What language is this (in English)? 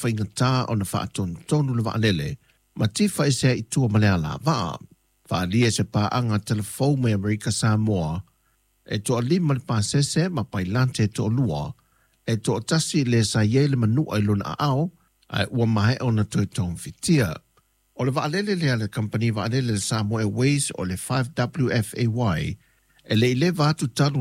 Samoan